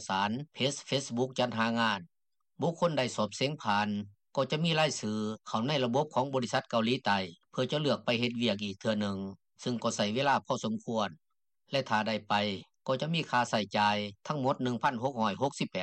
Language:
Lao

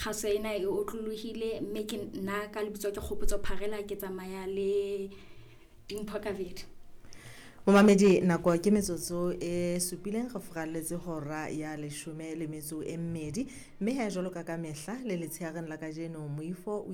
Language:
Southern Sotho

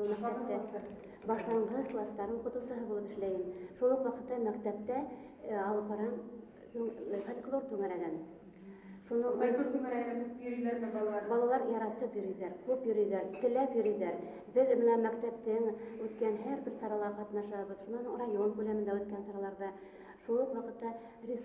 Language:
Bashkir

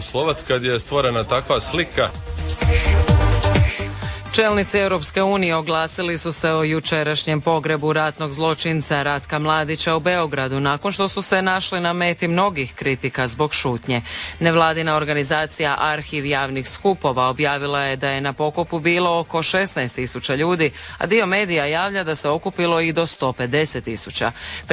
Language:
Croatian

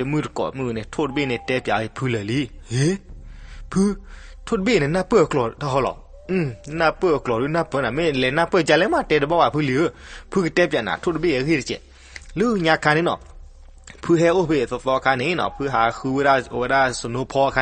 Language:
S'gaw Karen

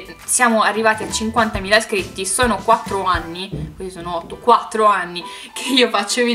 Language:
Italian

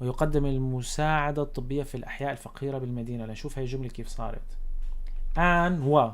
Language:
North Levantine Arabic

